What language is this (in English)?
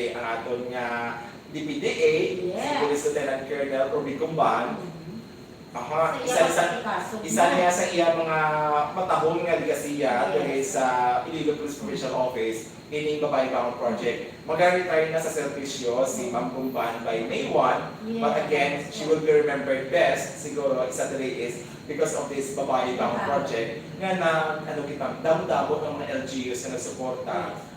Hiligaynon